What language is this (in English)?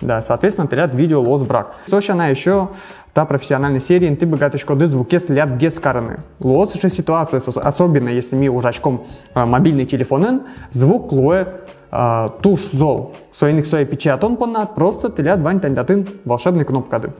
Udmurt